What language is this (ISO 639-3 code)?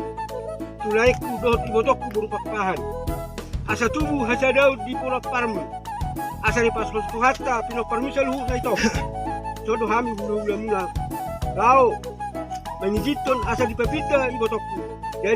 bbc